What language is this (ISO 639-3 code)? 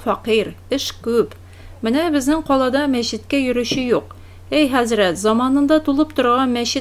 tat